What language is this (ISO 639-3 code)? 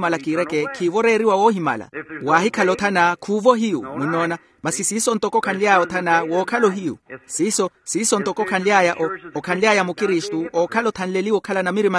vmw